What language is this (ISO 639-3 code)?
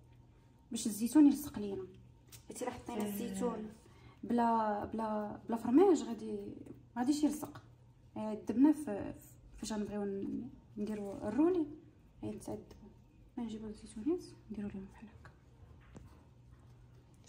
ary